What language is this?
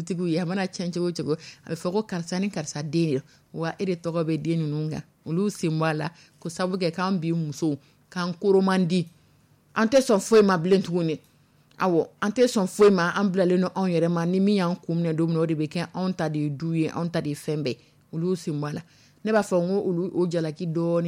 Dyula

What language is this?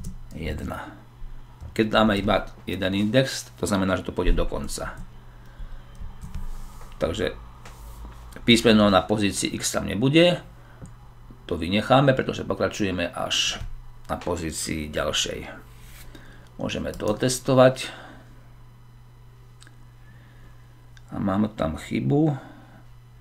Slovak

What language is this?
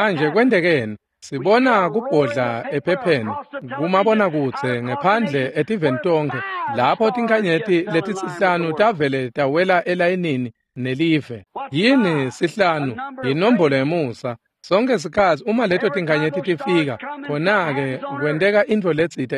Swati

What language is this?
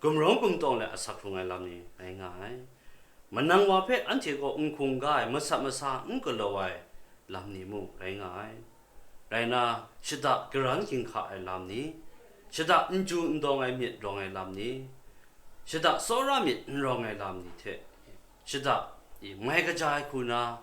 Kachin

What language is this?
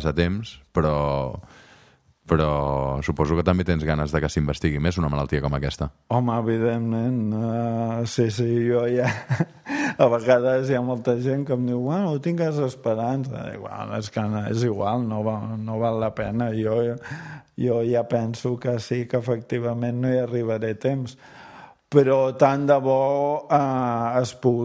Catalan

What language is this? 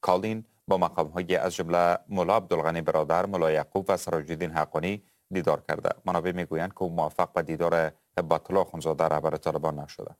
Persian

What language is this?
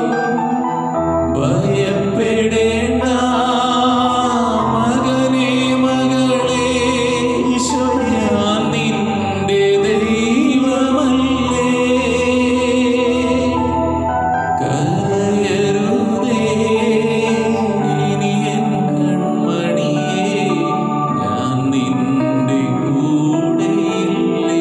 Malayalam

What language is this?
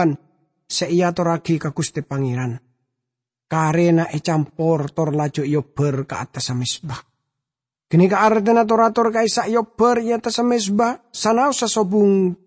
Madurese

